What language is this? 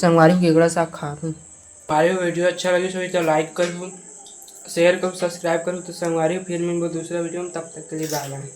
Chhattisgarhi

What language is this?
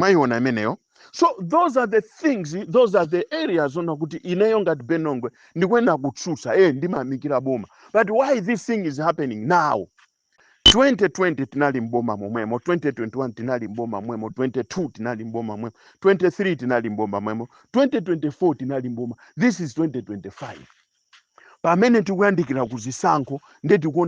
Nyanja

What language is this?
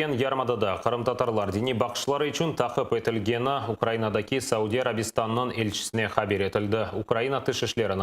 Crimean Tatar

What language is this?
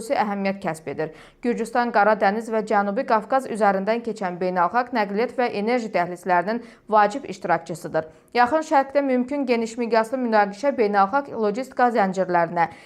Azerbaijani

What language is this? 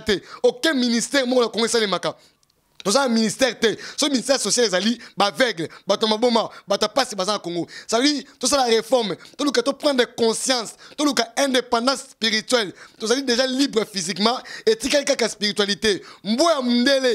Lingala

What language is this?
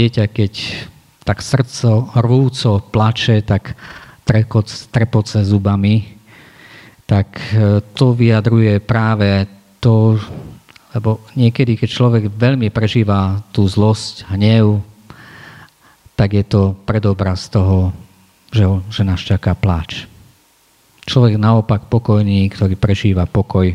Slovak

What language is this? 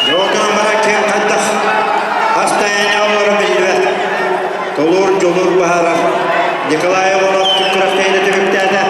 Yakut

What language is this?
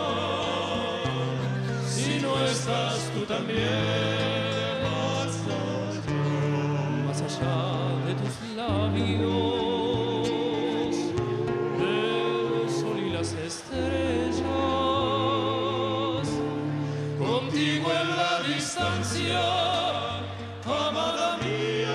Spanish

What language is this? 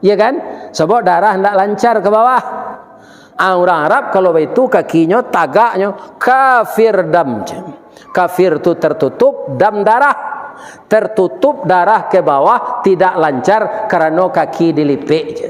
Minangkabau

